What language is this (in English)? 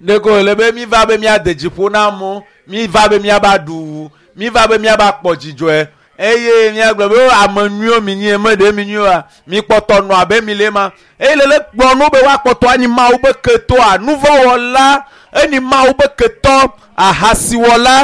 Ewe